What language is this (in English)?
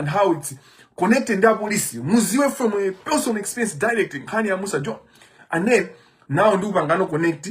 Nyanja